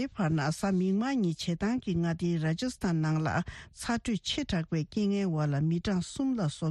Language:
Tibetan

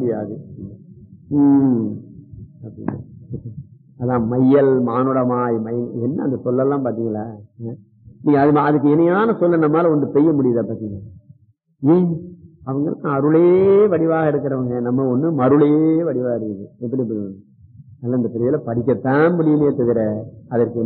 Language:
Tamil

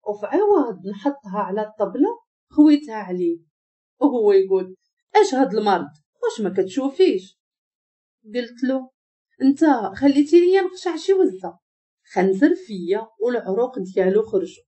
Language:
Moroccan Arabic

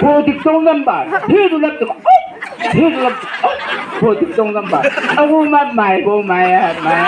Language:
Chang Naga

